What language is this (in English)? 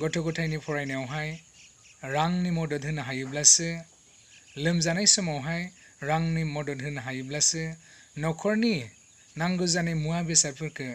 Bodo